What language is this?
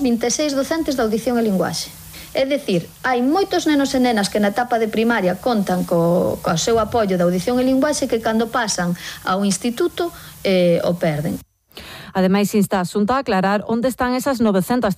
Galician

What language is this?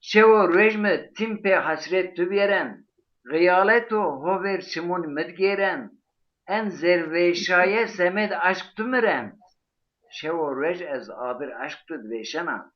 Zaza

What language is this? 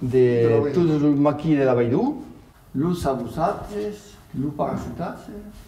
Occitan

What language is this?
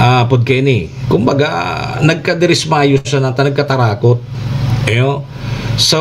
Bikol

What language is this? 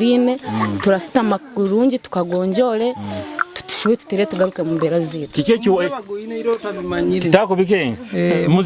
Nyoro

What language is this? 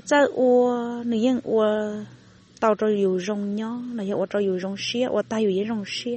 Hmong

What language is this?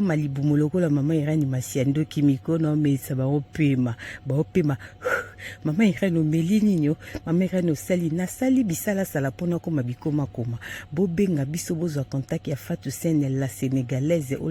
Lingala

